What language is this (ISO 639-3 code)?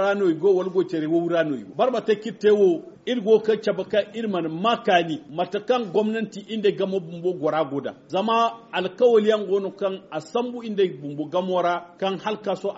dje